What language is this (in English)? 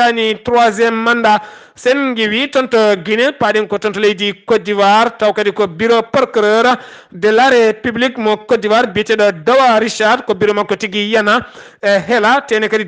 Fula